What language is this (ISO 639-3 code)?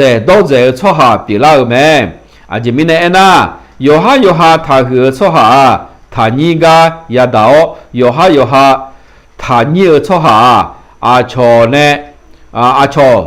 ahk